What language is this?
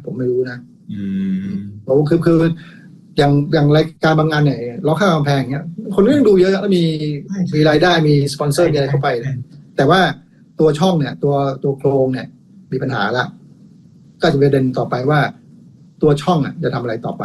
Thai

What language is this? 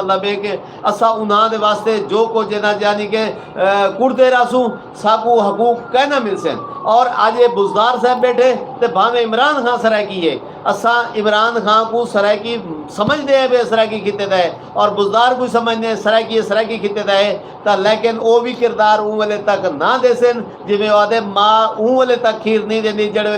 Saraiki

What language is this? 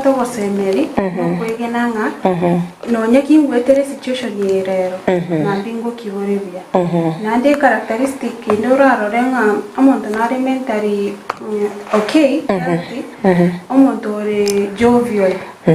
Gusii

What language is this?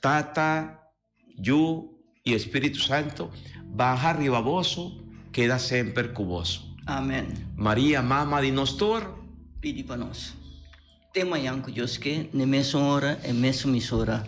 Papiamento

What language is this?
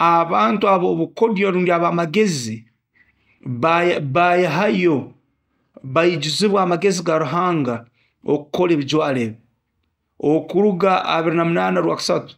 Nyoro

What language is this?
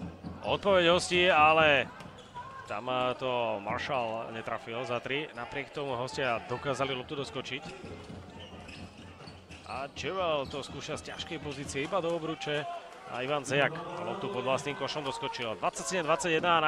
Slovak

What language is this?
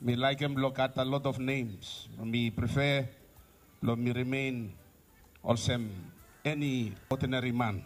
Bislama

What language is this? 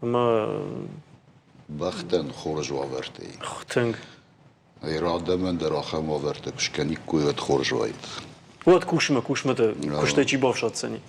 Ossetic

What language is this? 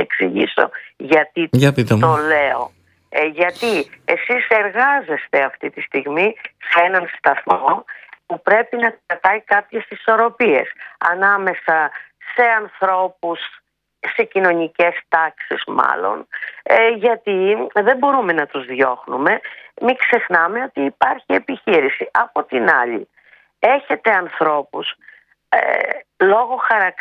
Greek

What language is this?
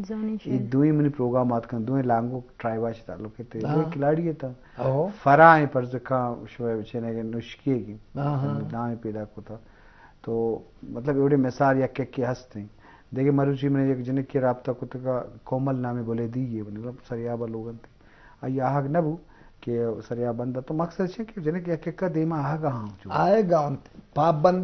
Eastern Balochi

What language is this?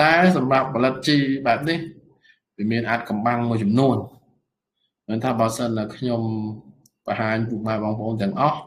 Khmer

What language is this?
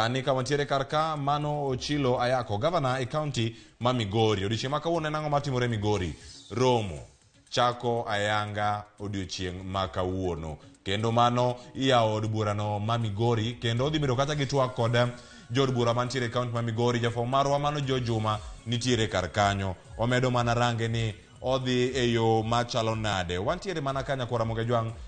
Luo (Kenya and Tanzania)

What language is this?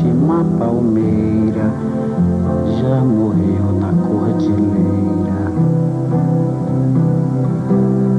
Portuguese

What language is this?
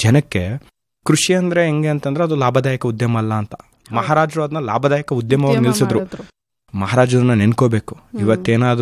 Kannada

